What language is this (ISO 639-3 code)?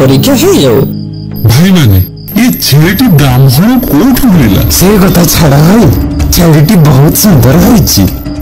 ori